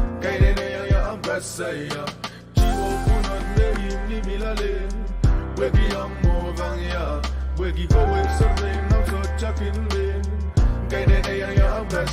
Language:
Pohnpeian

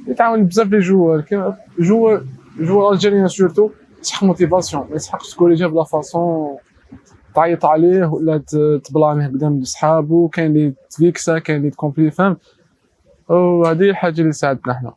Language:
Algerian Arabic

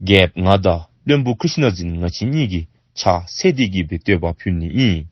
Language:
Dzongkha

